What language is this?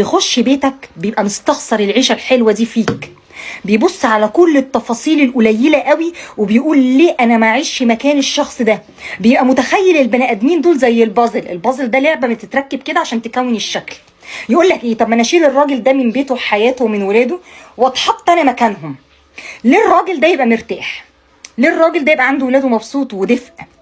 Egyptian Arabic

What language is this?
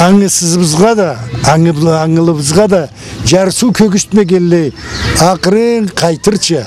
Karachay-Balkar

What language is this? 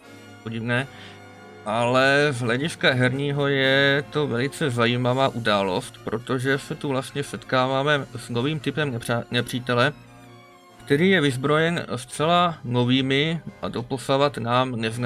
Czech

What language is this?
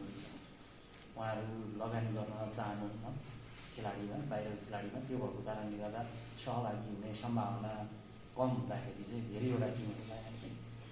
Nepali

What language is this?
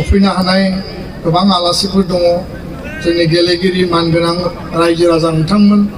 Bodo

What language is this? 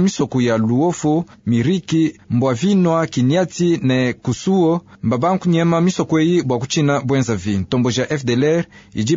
Luba-Lulua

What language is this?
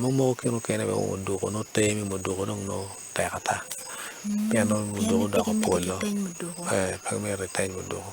Acoli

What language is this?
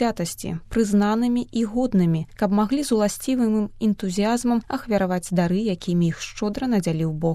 Belarusian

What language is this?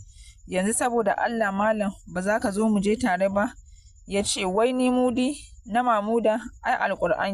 Hausa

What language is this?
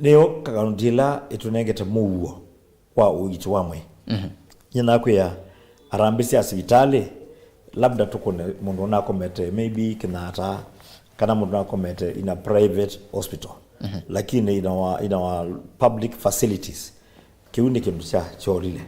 Kamba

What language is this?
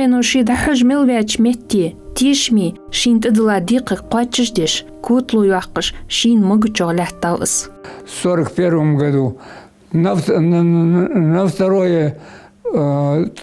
Ingush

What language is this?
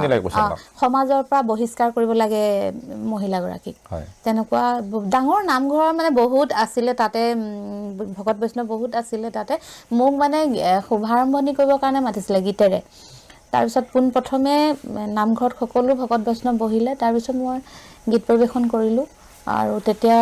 Assamese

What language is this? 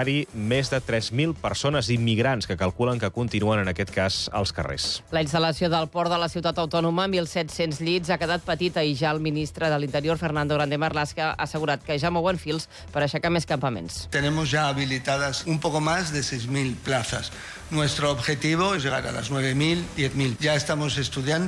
Catalan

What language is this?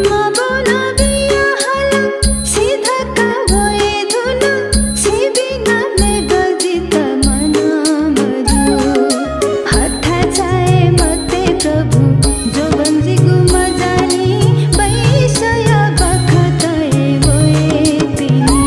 Newari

